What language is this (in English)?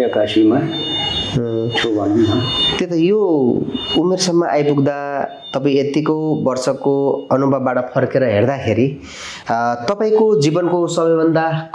Nepali